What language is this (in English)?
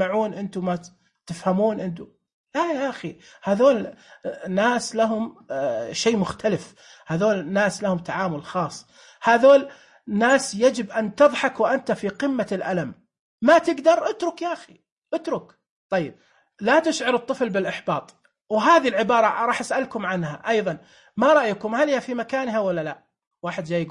Najdi Arabic